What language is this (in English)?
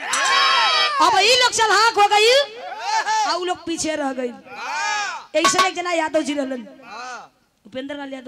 Bhojpuri